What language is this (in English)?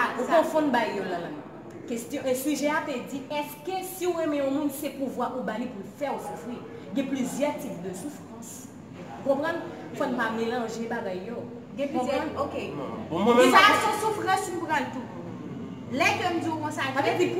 Haitian Creole